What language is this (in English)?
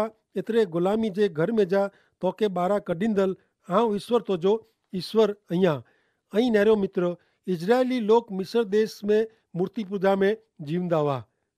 Kachhi